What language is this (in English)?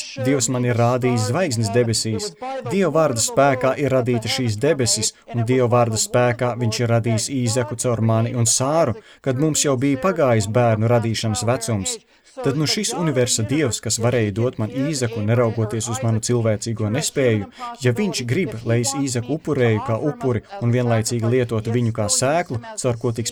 Latvian